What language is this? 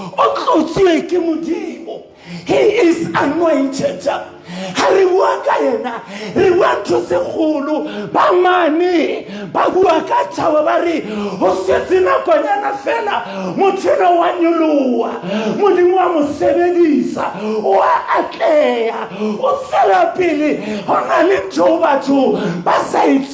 Southern Sotho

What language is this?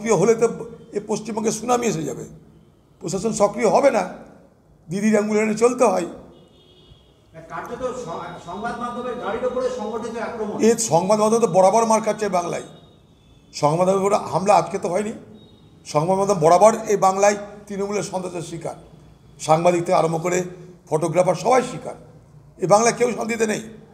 Bangla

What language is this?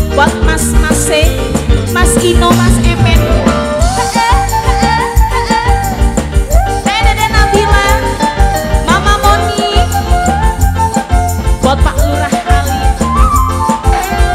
Javanese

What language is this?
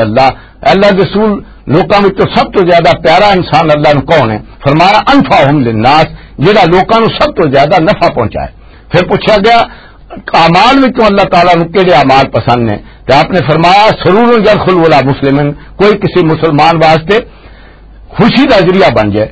Western Panjabi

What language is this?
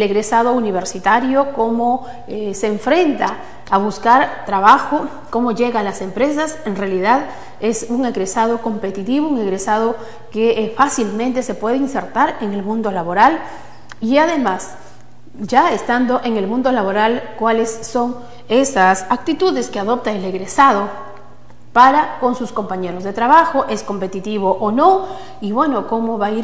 Spanish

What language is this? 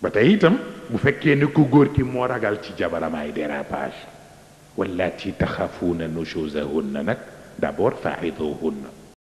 Wolof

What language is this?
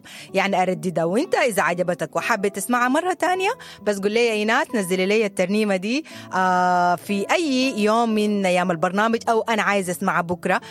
Sudanese Arabic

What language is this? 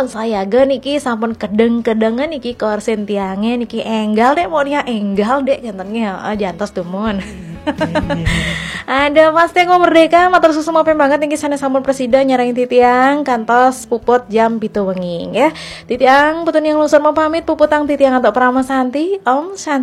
Balinese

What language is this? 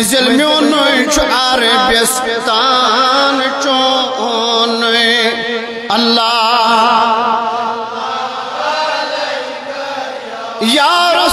Kashmiri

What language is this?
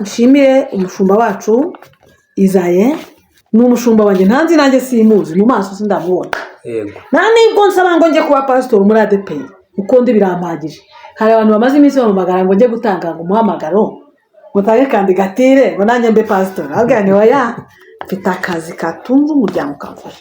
Kinyarwanda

